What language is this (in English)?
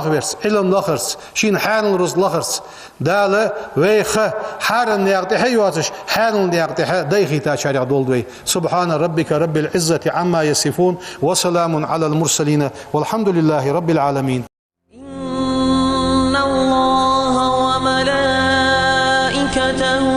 Ingush